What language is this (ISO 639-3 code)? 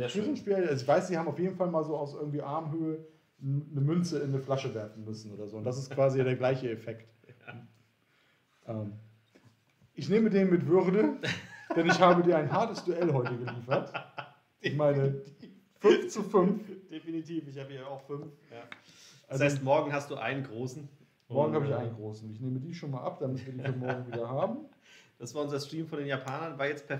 deu